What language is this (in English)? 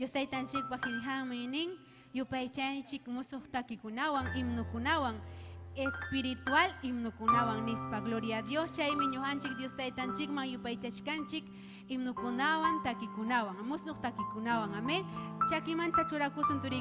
Ayacucho Quechua